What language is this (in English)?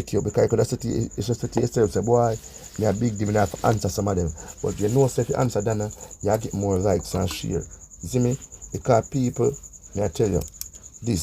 Jamaican Creole English